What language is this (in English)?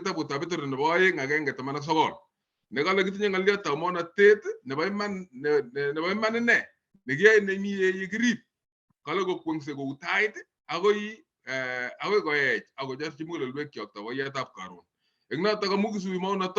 Kalenjin